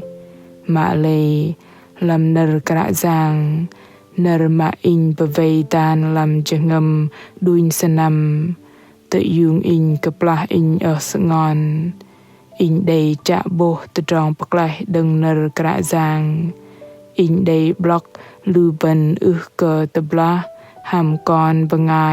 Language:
Bahnar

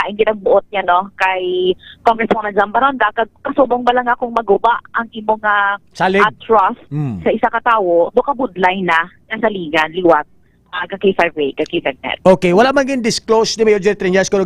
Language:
Hiligaynon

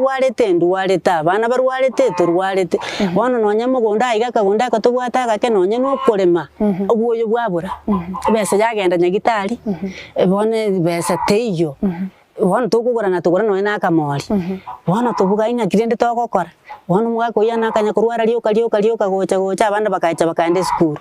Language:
Gusii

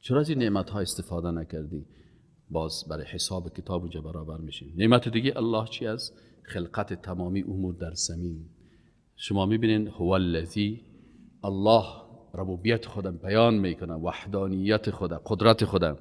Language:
Persian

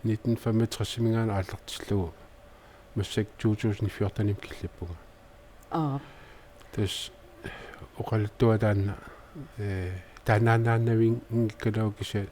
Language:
Kalaallisut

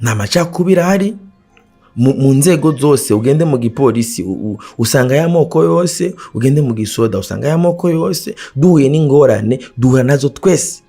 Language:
Rundi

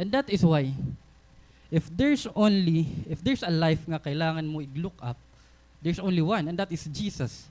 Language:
Waray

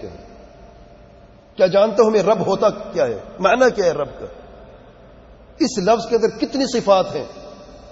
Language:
Urdu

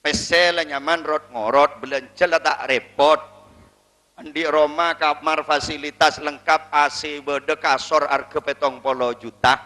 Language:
Madurese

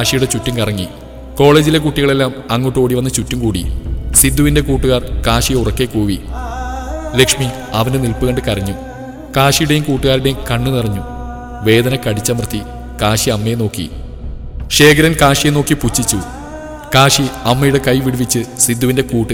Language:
Malayalam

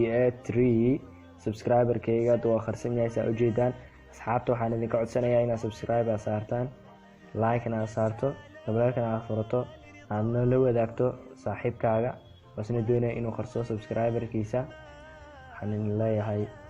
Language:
Somali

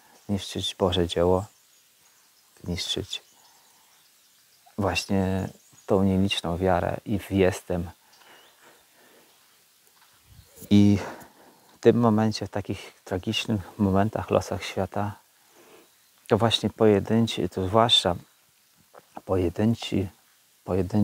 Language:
Polish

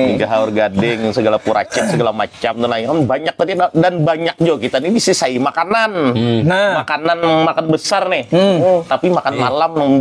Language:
Banjar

